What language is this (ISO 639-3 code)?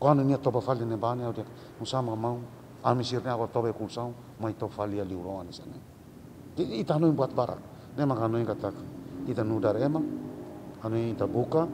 tet